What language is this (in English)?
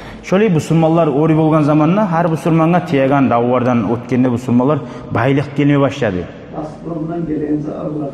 Kumyk